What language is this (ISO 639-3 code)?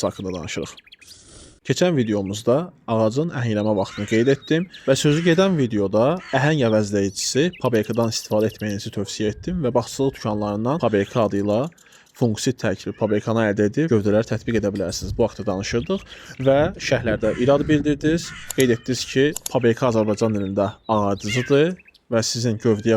aze